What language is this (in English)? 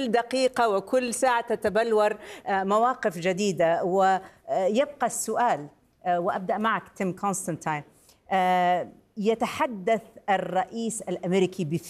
Arabic